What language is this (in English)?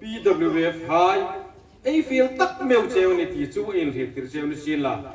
Hmar